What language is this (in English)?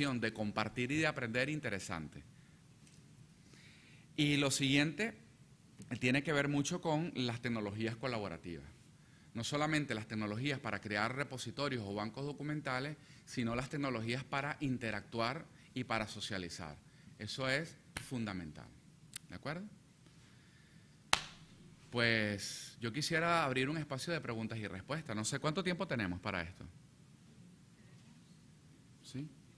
Spanish